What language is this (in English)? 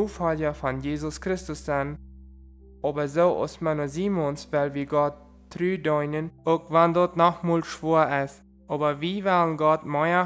Plautdietsch